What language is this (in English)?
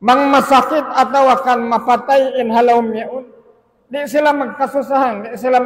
Tausug